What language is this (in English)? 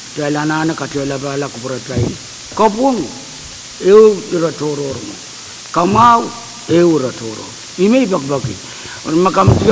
Pohnpeian